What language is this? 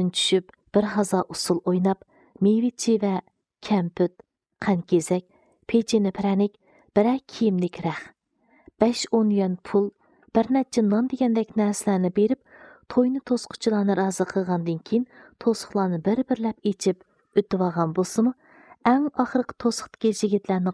Uyghur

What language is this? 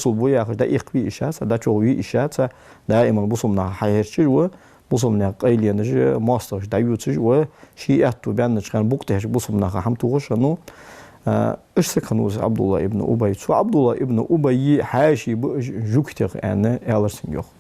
Ingush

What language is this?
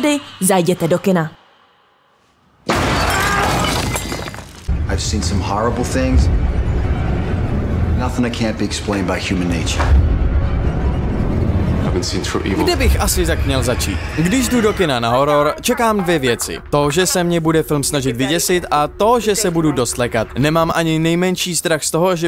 Czech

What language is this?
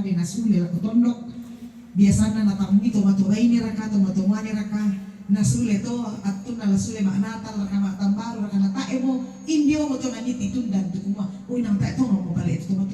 Toraja-Sa'dan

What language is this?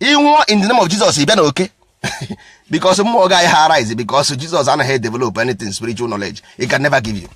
Igbo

